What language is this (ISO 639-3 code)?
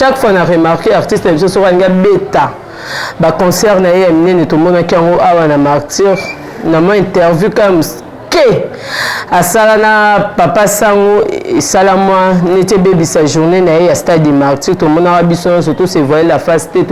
lin